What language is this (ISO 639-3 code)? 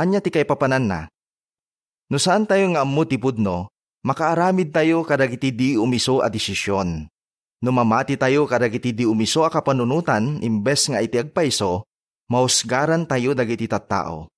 ilo